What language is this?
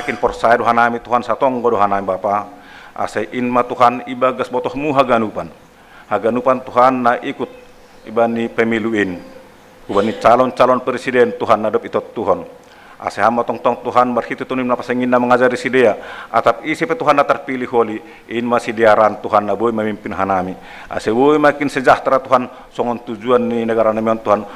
Batak Simalungun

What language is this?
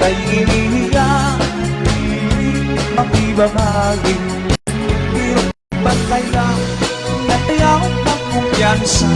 Waray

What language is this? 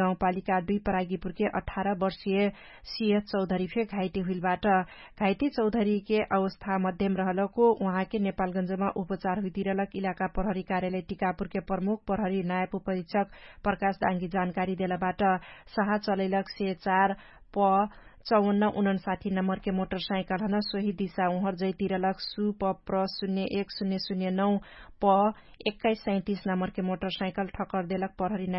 Dangaura Tharu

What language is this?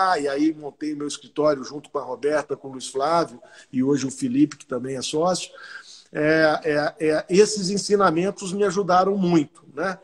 Portuguese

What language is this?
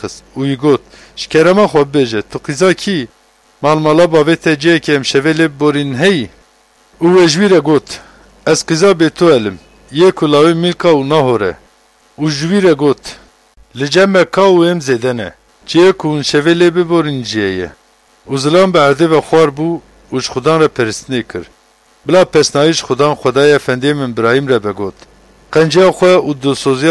Kurdish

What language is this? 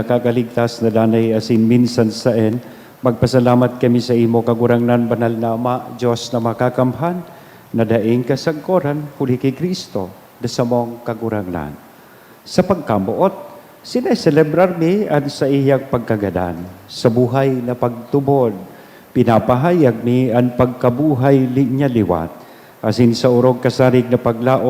Bikol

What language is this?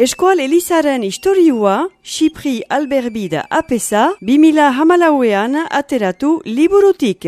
Basque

